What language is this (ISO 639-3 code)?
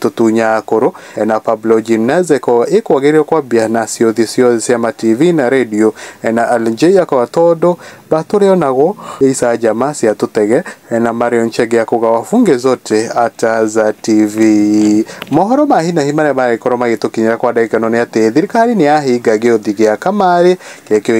kik